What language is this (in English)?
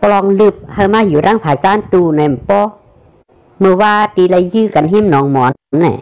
Shan